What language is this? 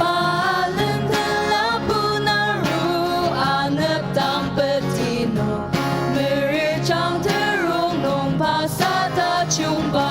Ao Naga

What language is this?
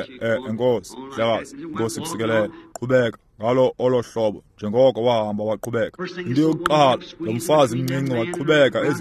Xhosa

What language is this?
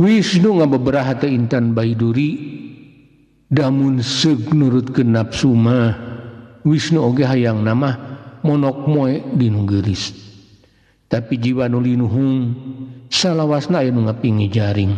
Sundanese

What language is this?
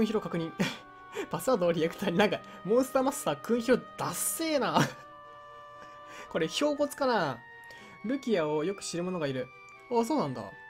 Japanese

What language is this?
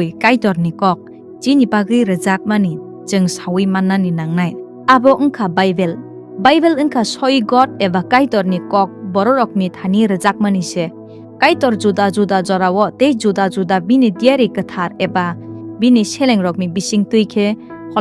Kok Borok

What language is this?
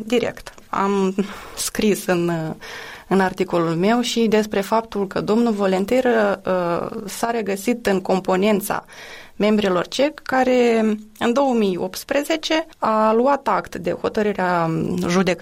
Romanian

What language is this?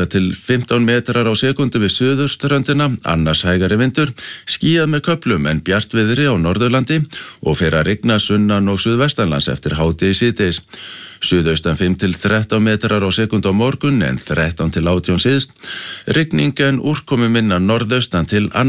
Icelandic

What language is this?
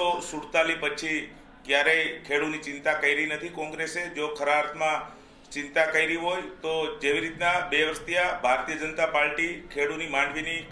Gujarati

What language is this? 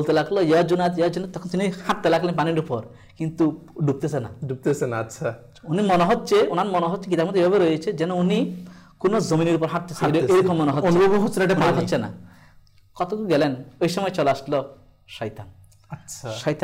Bangla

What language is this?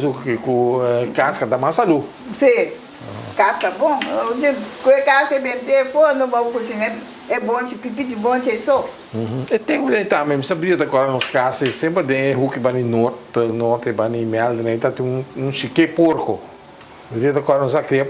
Papiamento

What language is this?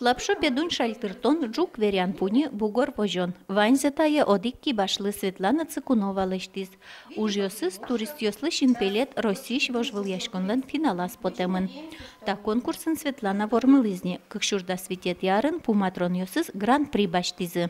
Udmurt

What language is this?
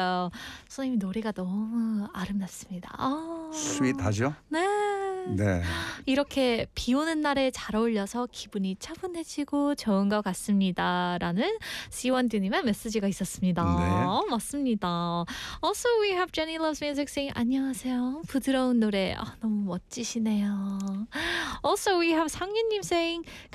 Korean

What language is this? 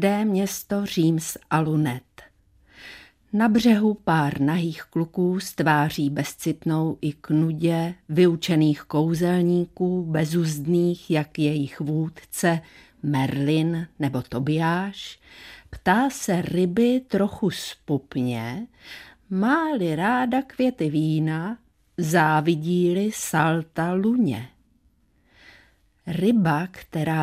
Czech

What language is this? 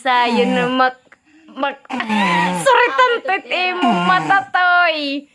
Waray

